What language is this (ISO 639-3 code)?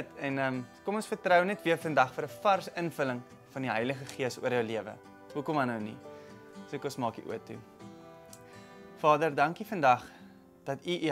afr